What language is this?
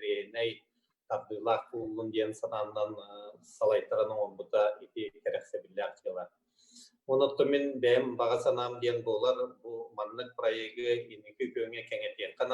Yakut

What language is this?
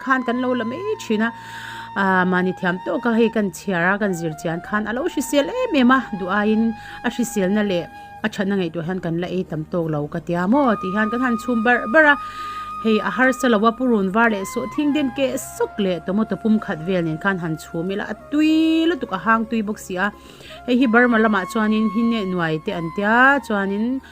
Mizo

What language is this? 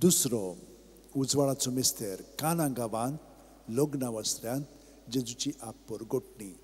Konkani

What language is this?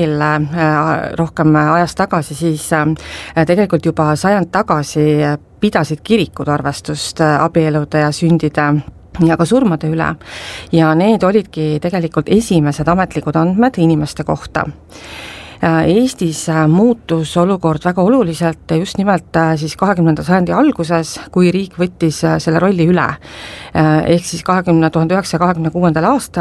Estonian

